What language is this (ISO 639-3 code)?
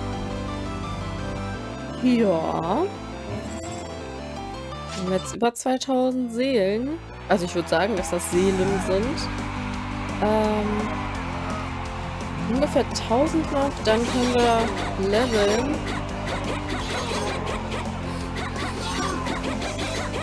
deu